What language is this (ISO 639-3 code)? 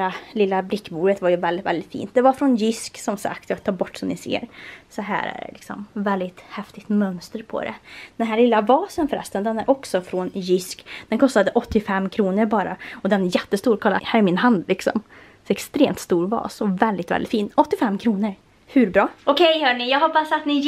swe